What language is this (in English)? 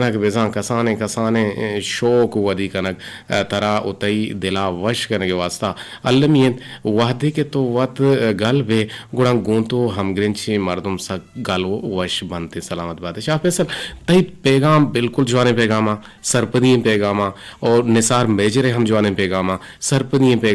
Eastern Balochi